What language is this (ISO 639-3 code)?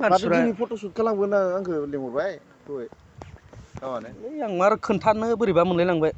brx